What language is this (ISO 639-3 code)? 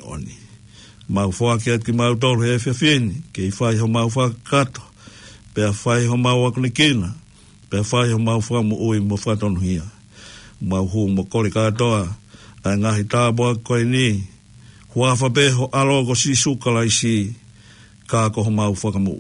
ton